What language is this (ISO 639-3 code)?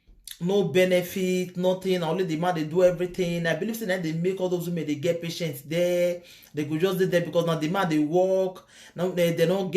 pcm